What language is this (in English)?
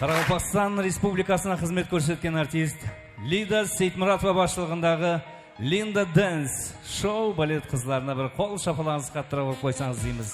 Kara-Kalpak